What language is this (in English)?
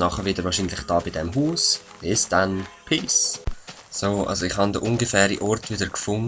Swiss German